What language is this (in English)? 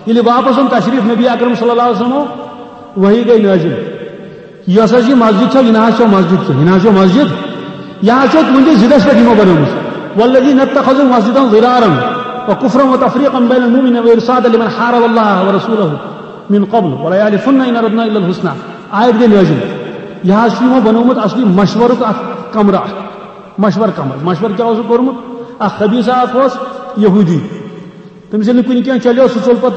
Kashmiri